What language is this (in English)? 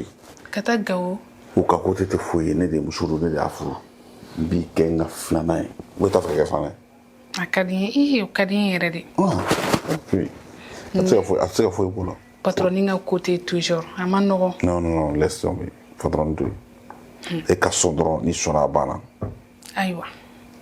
Bambara